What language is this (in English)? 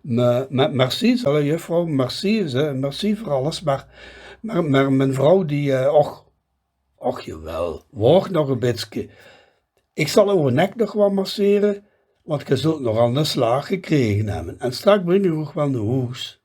Limburgish